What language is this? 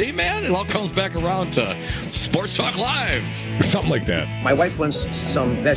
English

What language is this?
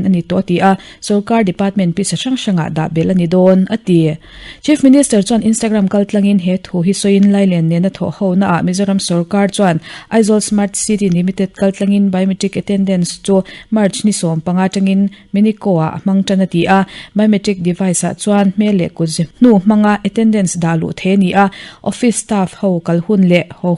Mizo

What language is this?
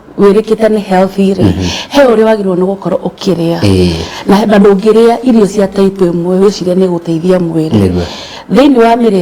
Kikuyu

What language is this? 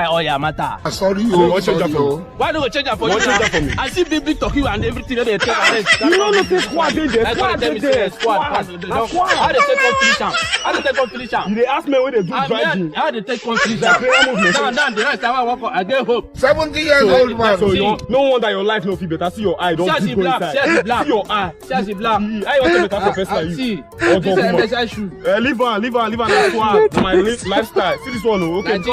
Nigerian Pidgin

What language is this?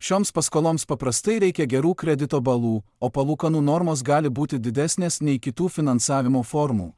Lithuanian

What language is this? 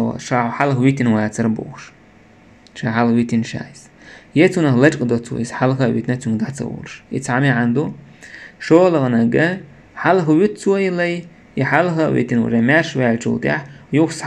Chechen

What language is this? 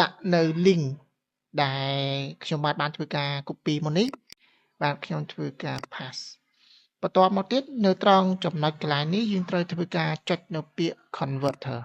Khmer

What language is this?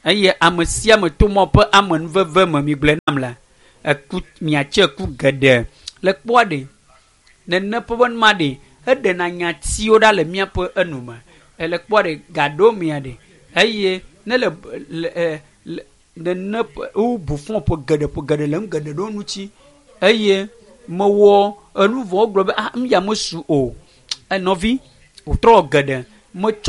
Ewe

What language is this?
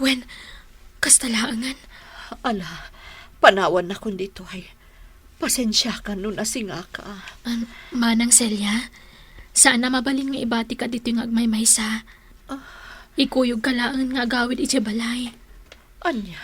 Iloko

